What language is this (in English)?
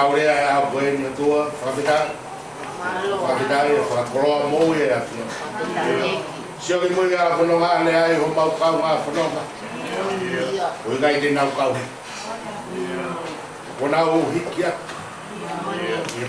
Tongan